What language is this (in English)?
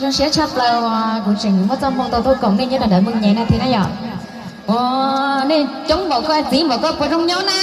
Hmong